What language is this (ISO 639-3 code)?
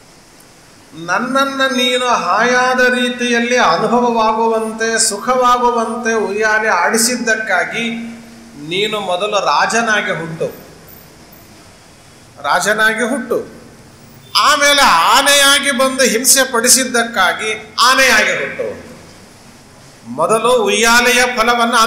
kan